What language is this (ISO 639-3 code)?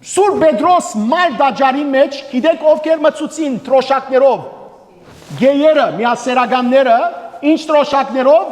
hyw